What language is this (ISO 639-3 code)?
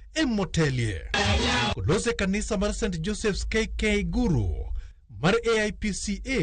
luo